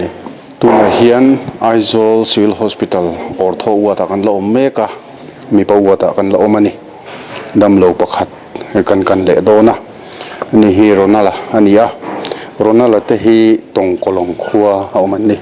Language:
Mizo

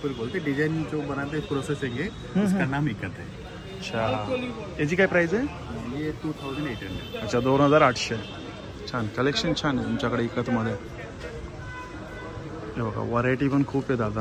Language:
Marathi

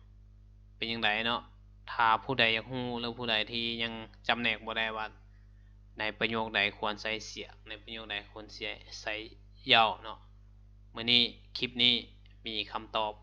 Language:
Lao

